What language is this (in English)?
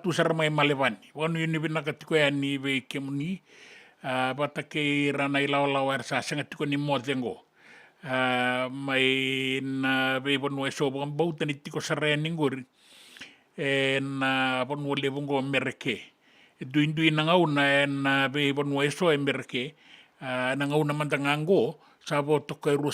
Fijian